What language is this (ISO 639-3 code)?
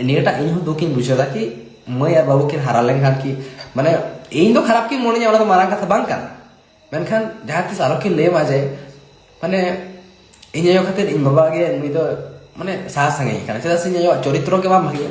sat